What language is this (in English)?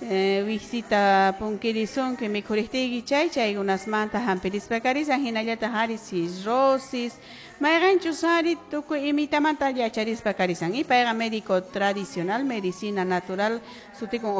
Quechua